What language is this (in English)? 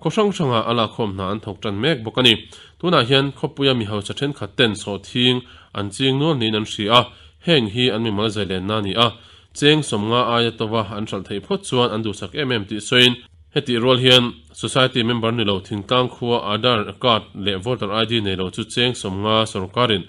Mizo